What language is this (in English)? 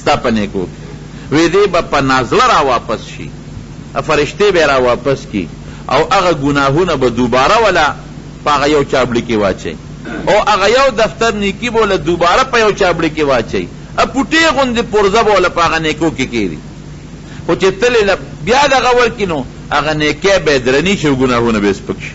Pashto